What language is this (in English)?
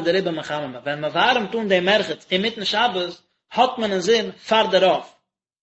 Yiddish